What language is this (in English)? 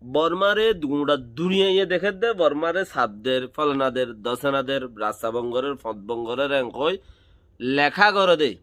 Rohingya